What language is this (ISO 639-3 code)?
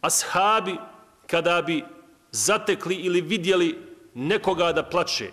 bos